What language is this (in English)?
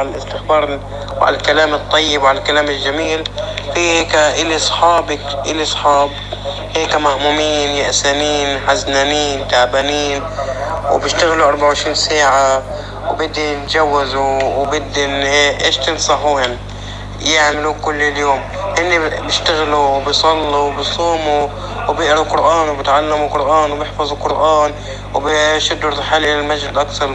North Levantine Arabic